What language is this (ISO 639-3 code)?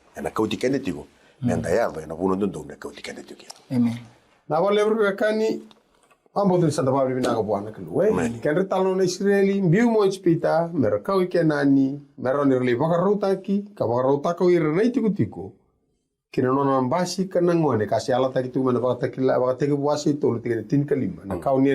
fij